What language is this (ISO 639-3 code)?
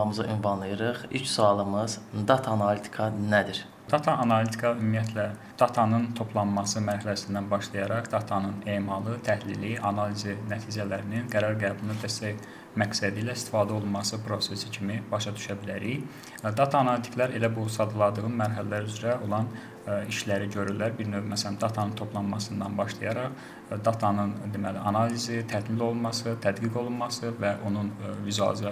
aze